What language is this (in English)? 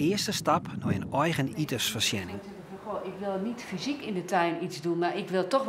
Western Frisian